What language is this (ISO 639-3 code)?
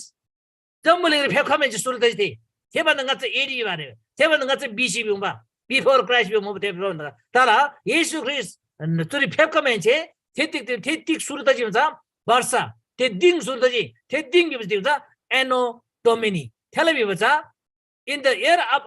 taj